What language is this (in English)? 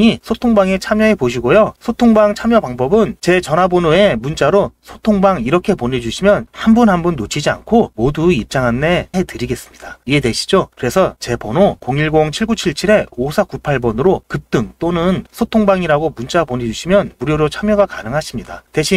Korean